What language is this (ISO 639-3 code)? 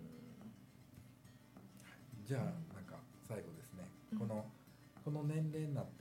jpn